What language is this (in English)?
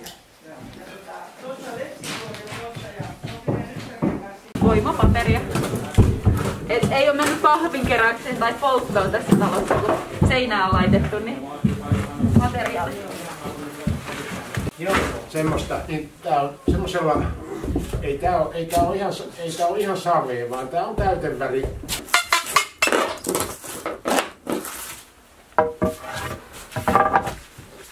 Finnish